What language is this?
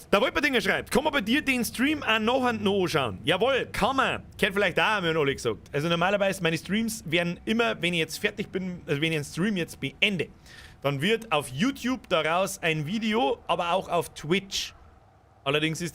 Bavarian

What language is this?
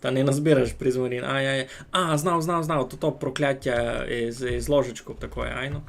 Rusyn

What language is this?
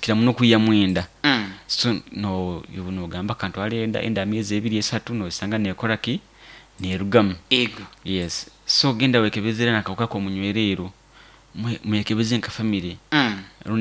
Nyoro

